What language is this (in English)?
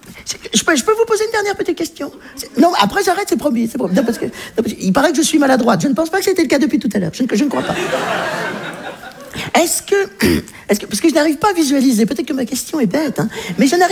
French